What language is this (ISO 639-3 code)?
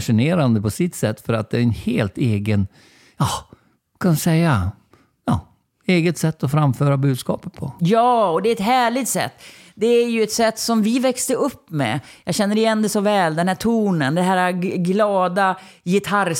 swe